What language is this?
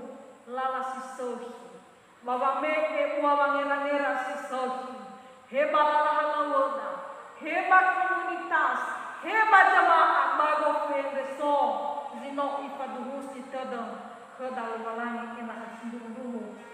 Nias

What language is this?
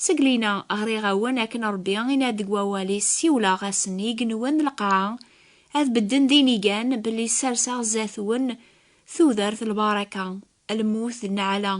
Kabyle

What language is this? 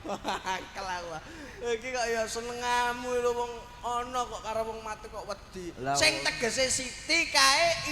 Javanese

